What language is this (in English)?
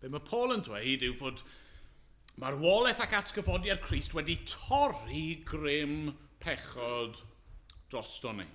Welsh